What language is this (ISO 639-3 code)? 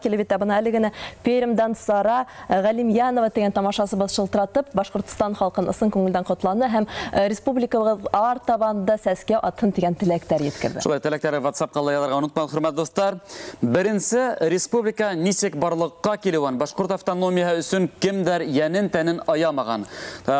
bak